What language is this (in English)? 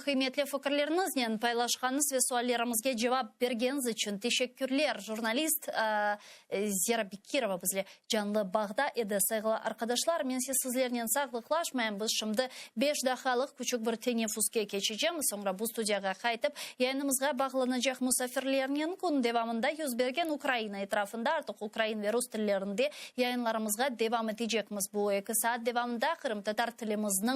Crimean Tatar